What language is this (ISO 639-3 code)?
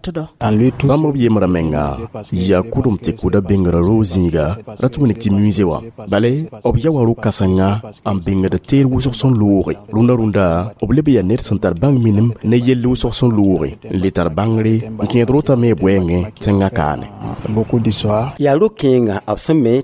mos